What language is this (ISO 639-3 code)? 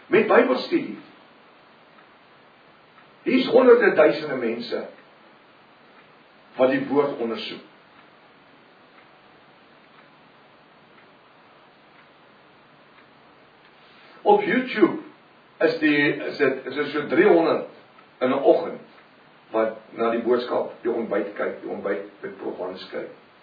afr